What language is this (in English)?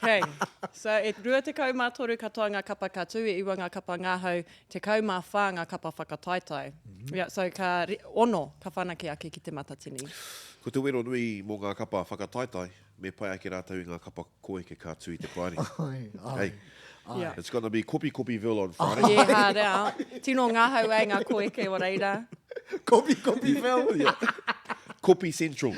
Māori